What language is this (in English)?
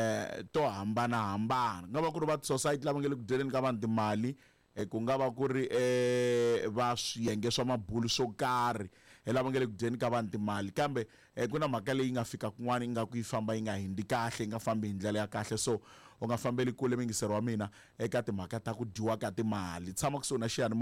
Tsonga